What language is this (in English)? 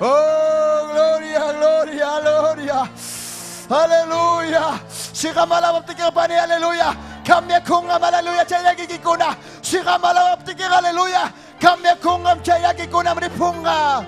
Ayacucho Quechua